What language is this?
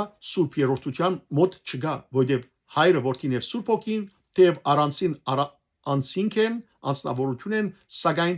Western Armenian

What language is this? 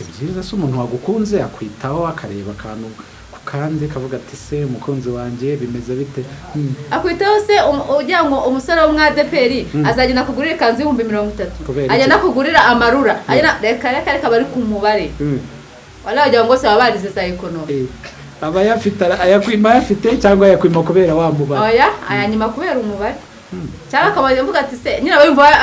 Kinyarwanda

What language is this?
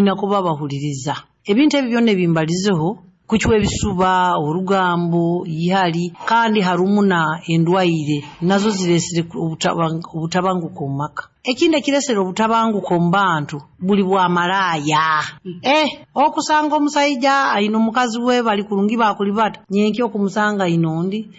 Nyoro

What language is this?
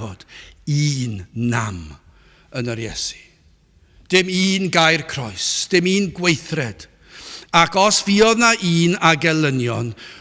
Welsh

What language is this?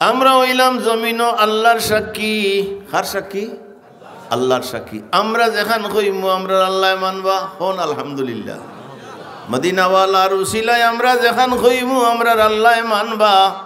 Sylheti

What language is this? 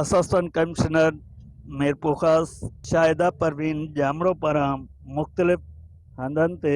Sindhi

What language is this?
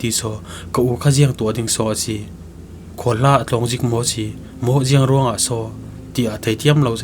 Falam Chin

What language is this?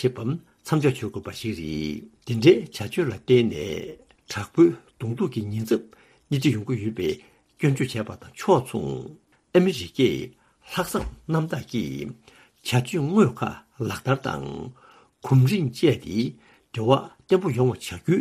Tibetan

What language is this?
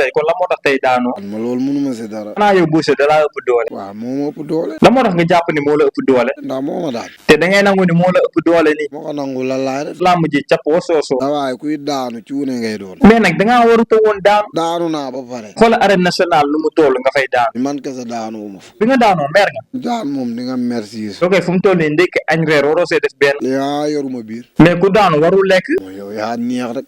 Wolof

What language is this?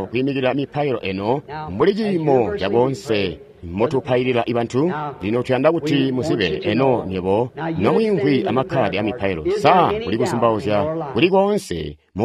Tonga (Zambia)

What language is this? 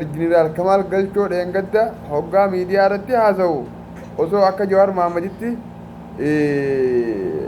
Oromo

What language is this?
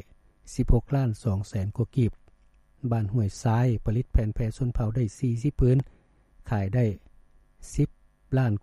Lao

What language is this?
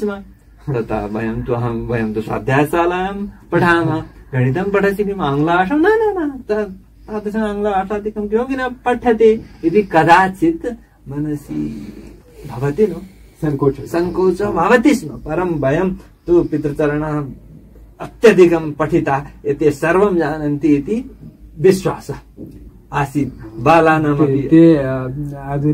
Sanskrit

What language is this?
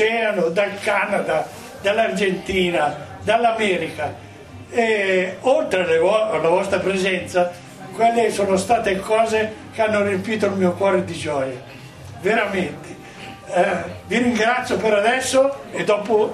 Italian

